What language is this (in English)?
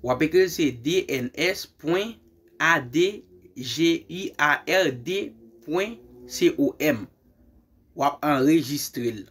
Haitian Creole